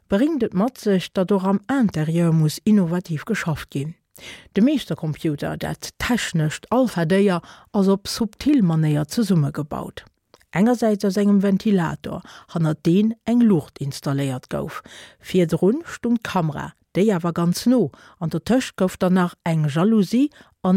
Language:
Luxembourgish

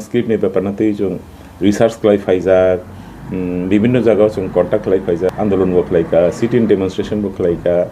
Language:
Kok Borok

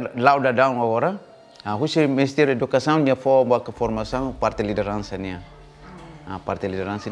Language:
Tetum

